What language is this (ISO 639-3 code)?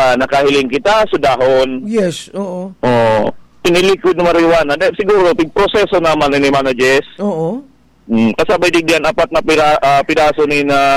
bik